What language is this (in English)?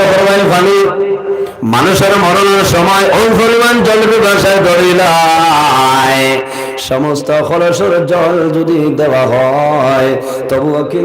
Sylheti